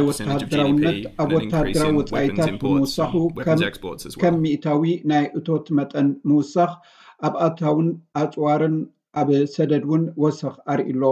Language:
Tigrinya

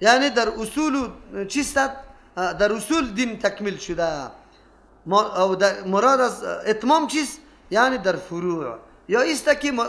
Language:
Persian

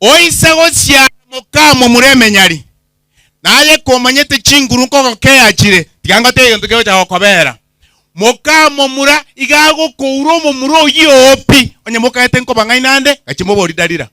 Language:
Gusii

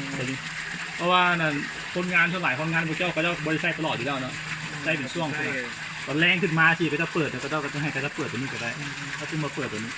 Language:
Lao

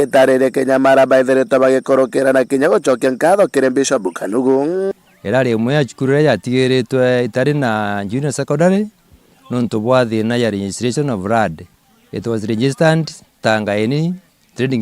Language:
Meru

